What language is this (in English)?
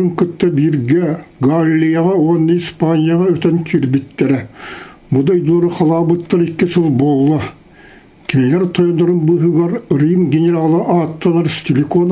Yakut